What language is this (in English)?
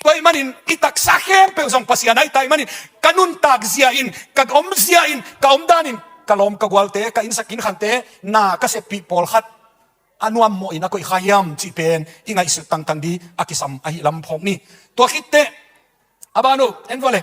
Tedim Chin